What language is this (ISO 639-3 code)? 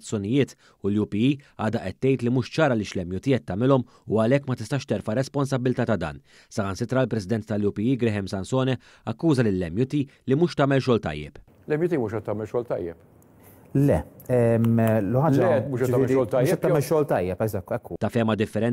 mlt